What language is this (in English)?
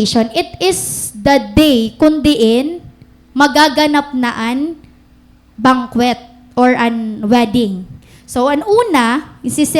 Waray